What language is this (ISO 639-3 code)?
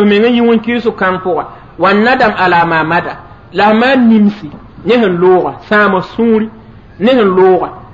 mos